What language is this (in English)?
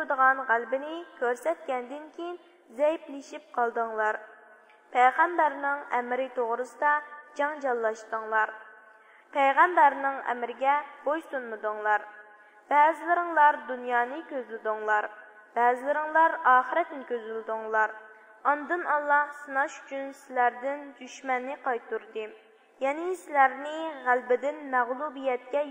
Uyghur